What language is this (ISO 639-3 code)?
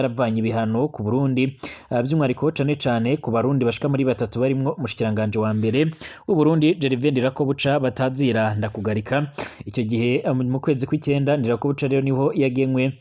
run